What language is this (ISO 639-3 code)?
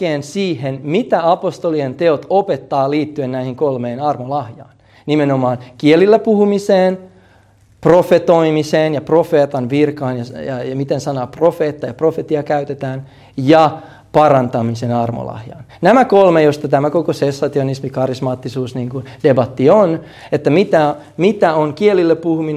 fin